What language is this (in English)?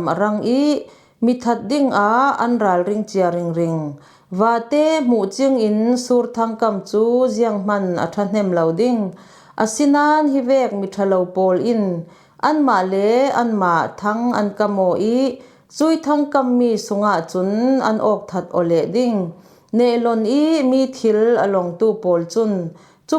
Falam Chin